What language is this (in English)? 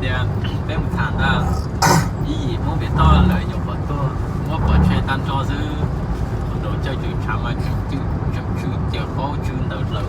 Hmong